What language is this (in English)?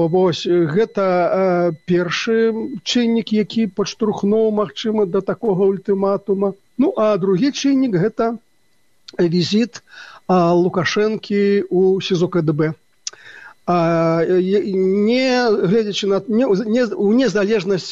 Belarusian